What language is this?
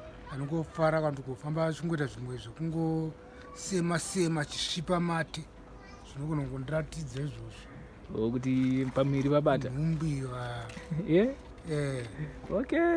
Shona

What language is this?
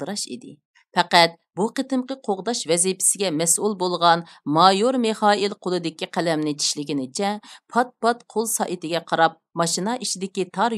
Uyghur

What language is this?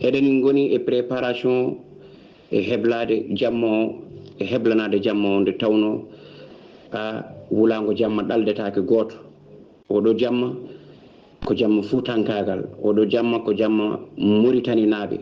Fula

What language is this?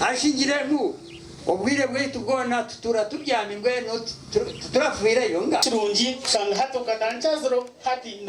Nyankole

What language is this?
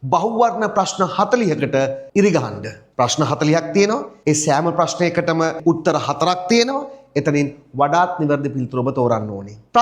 Sinhala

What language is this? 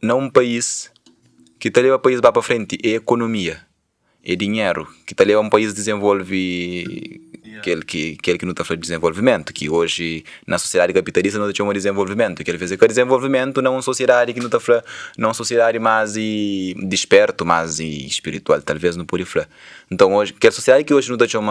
Kabuverdianu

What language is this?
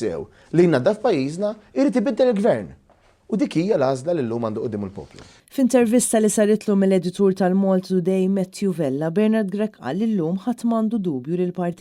Maltese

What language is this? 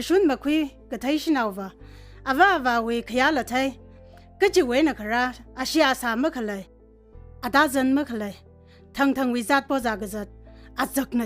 Tangkhul Naga (India)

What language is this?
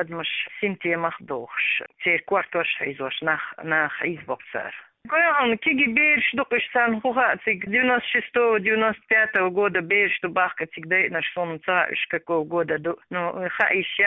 Chechen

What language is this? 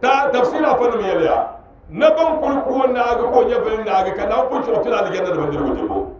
Dagbani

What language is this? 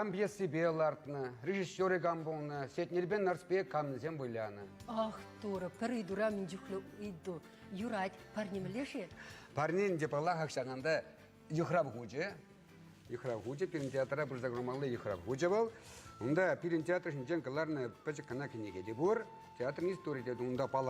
Chuvash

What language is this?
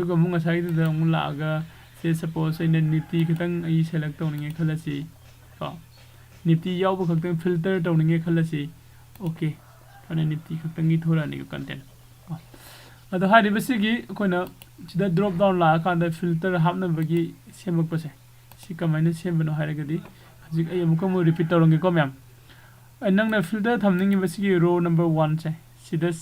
Manipuri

